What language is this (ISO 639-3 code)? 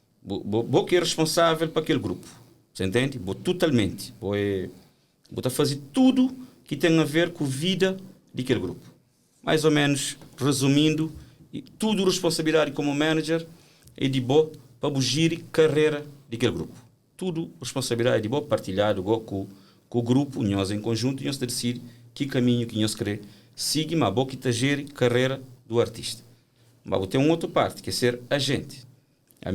kea